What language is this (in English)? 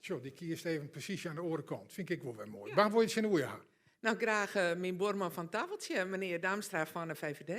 Western Frisian